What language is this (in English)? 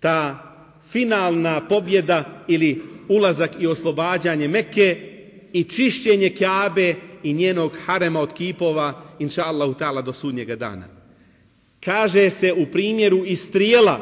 Bosnian